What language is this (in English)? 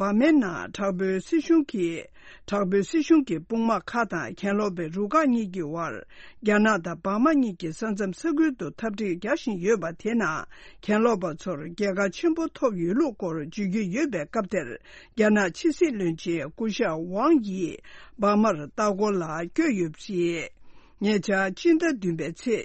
Tibetan